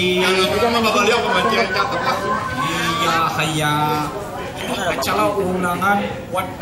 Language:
Betawi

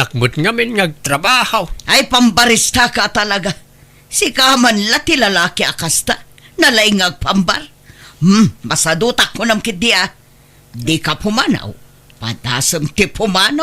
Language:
Iloko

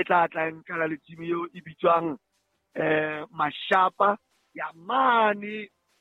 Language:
Southern Sotho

